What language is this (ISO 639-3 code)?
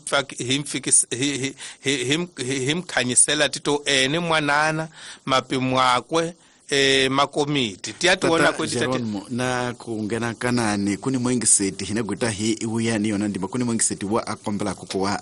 tso